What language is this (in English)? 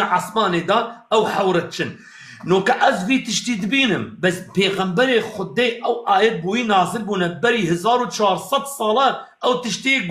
Kurdish